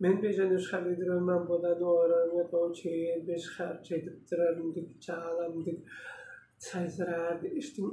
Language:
Tuvinian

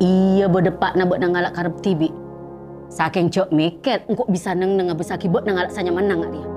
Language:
Madurese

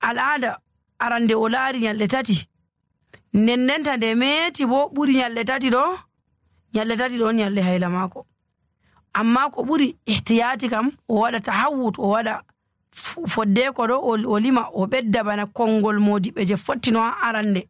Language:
Nigerian Fulfulde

